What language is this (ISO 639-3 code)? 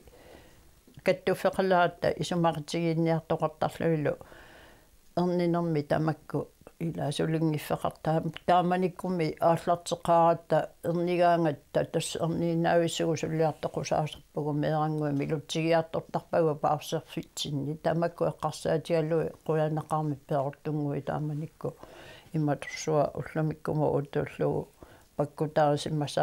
kal